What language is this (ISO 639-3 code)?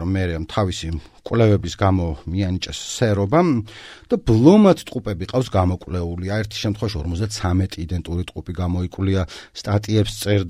kat